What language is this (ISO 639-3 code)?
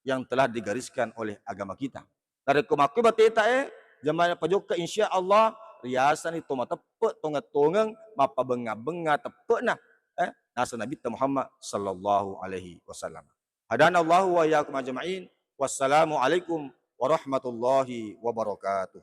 bug